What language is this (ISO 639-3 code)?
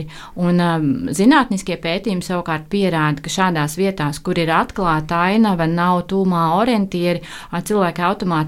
lav